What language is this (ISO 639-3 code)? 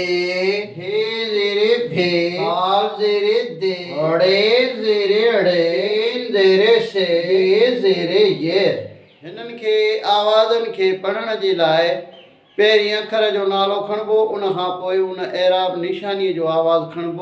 snd